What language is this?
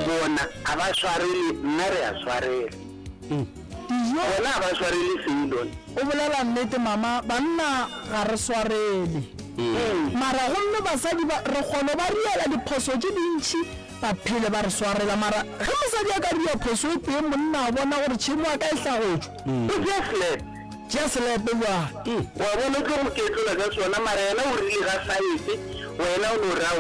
Northern Sotho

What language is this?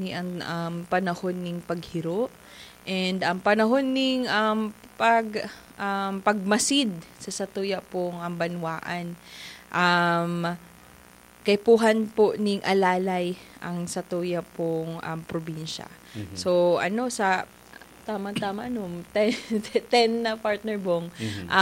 Bikol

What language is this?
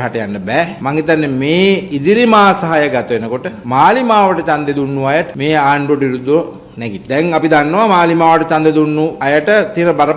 Sinhala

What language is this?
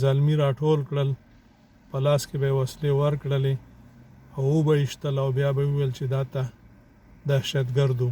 Pashto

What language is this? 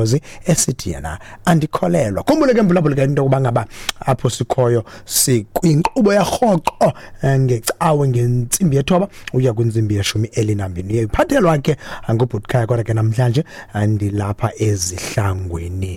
Xhosa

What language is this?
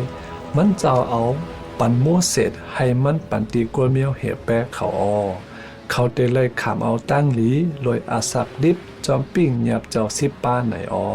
Shan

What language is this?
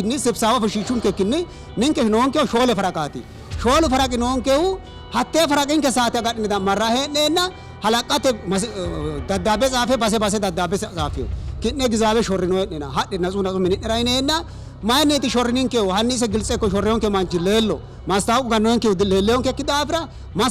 Sidamo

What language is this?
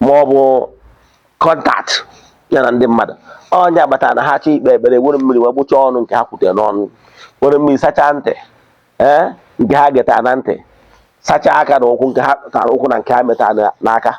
Igbo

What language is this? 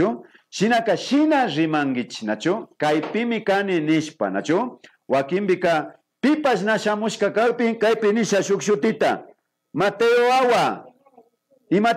Imbabura Highland Quichua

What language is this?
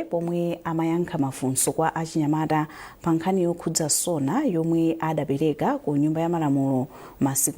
Nyanja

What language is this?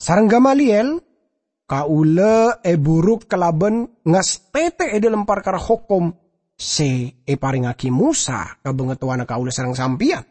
Madurese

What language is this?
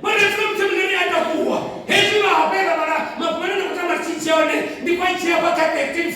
Venda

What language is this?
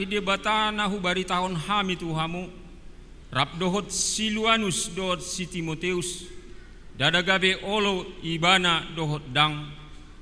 Batak Toba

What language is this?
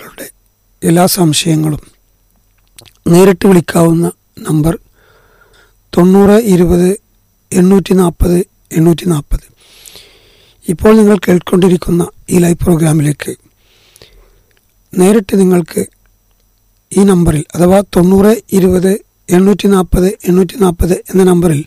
Malayalam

